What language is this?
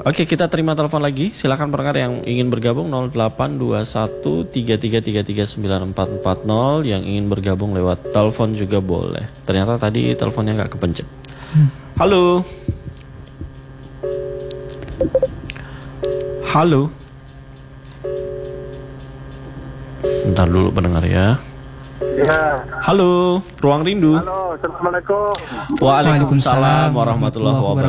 Indonesian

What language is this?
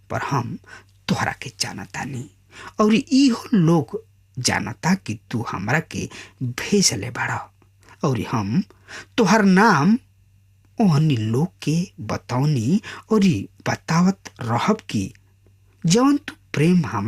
Bhojpuri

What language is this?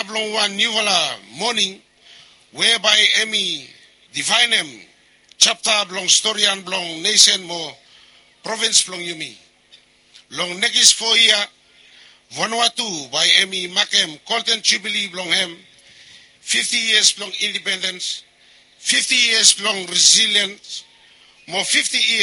Bislama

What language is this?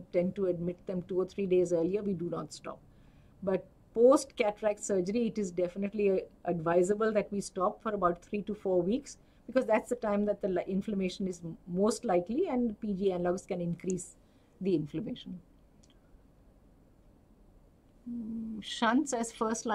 English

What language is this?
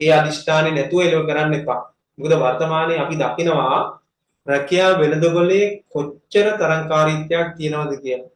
Sinhala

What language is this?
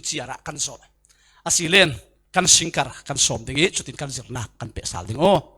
Falam Chin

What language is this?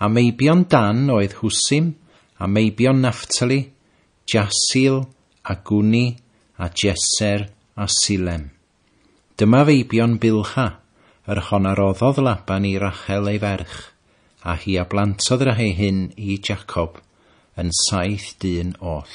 Welsh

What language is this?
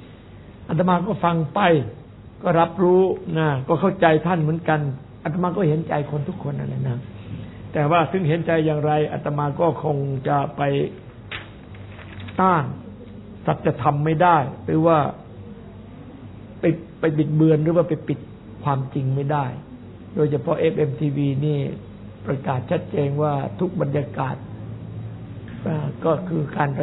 Thai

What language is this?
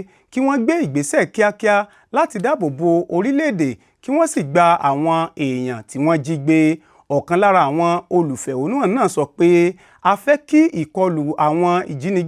Yoruba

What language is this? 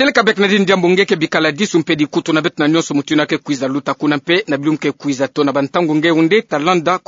Kituba (Democratic Republic of Congo)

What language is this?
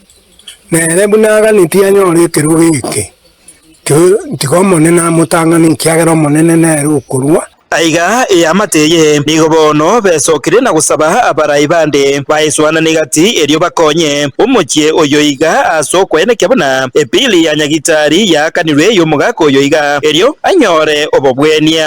Gusii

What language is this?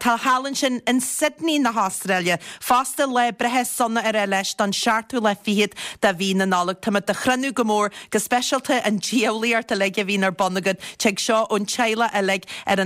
Irish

